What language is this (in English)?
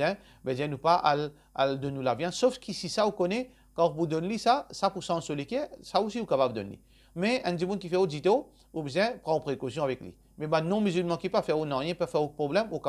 Morisyen